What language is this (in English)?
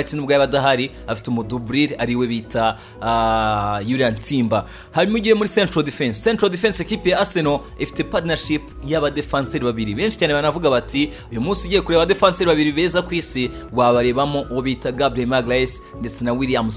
Kinyarwanda